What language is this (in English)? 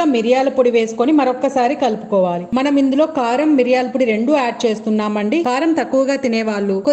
Telugu